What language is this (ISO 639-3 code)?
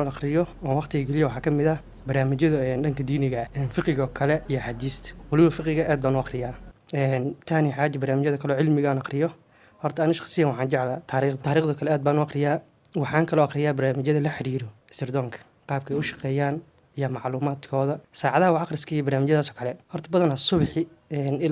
som